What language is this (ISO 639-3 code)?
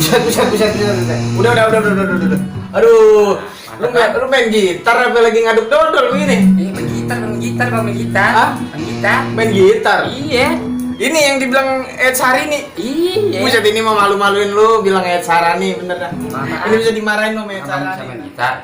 bew